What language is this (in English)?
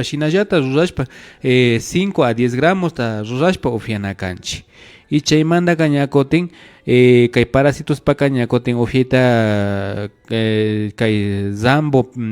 Imbabura Highland Quichua